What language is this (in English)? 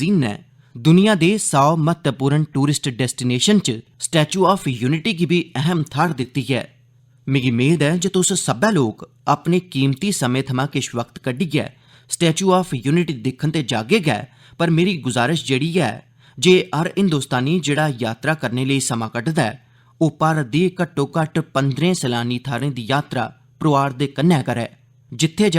Dogri